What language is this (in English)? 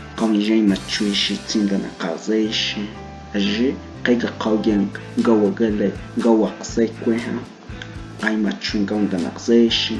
Cogui